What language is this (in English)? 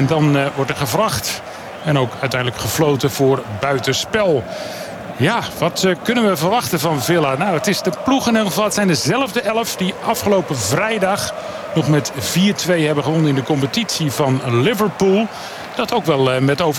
Dutch